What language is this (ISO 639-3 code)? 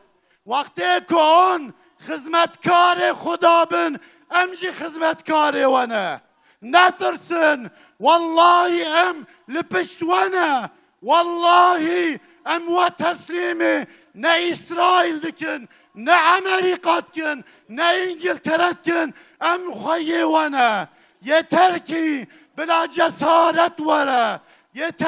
kur